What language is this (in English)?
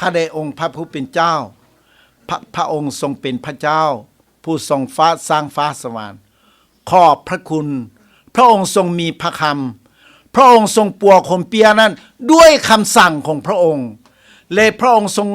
Lao